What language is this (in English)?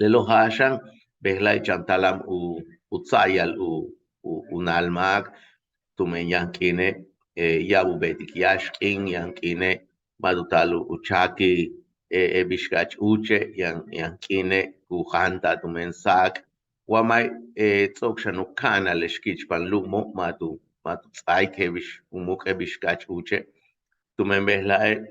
Yucateco